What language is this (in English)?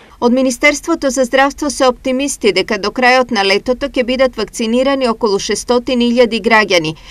Macedonian